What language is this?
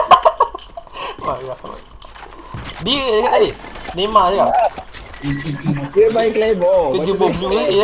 Malay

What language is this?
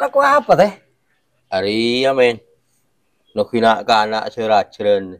Madurese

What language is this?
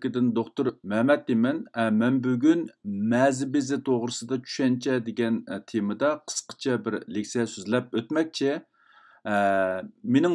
Uyghur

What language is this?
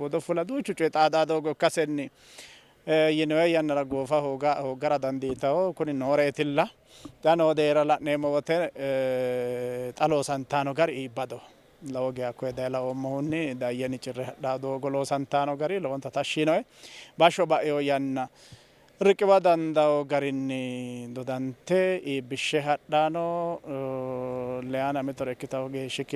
Sidamo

